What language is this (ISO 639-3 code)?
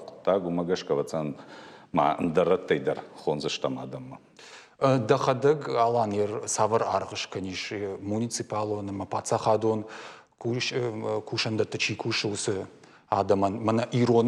oss